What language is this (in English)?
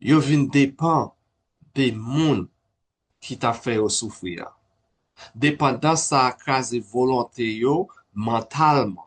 Haitian Creole